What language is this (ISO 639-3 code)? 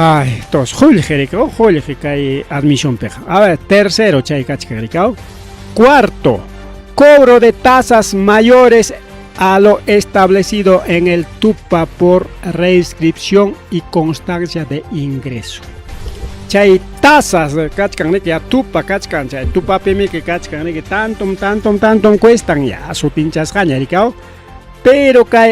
quy